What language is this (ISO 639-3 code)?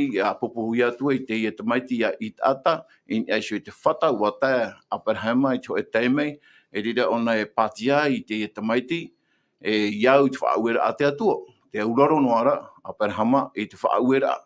tah